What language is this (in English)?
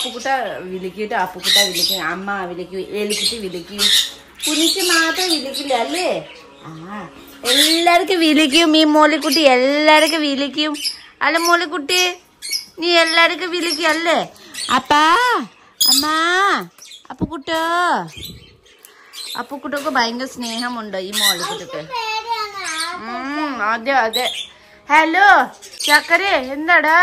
Malayalam